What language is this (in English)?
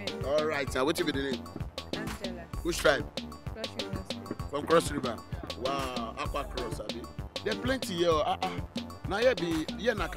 Nigerian Pidgin